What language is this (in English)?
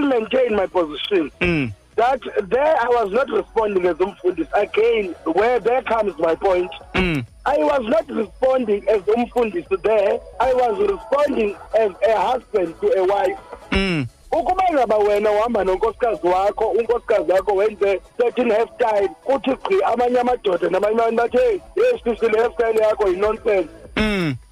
Xhosa